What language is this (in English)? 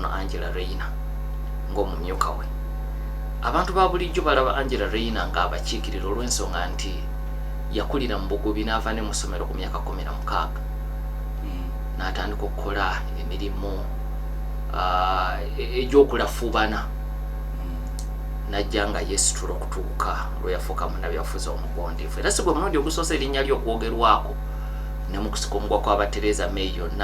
Ganda